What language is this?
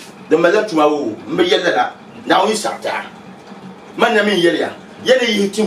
Dagbani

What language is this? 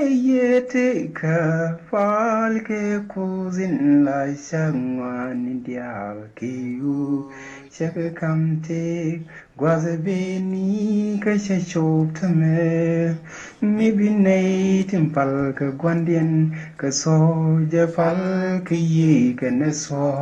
Nuer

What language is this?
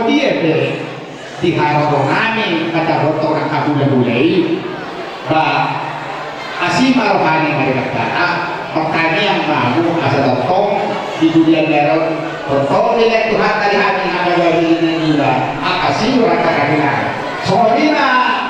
Batak Toba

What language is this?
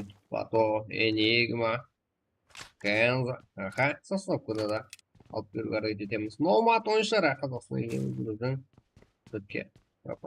Kara-Kalpak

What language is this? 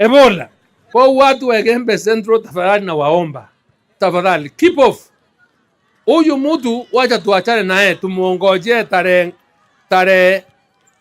Meru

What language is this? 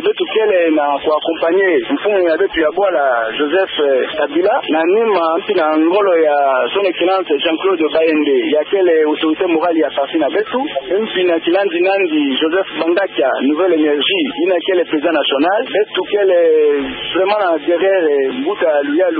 Kituba (Democratic Republic of Congo)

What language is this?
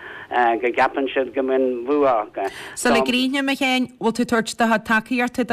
Irish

